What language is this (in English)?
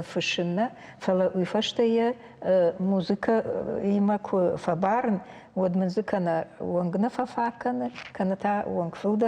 Ossetic